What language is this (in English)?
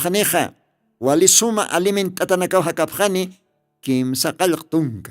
Aymara